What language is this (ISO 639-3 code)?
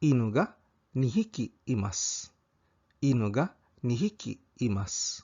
ceb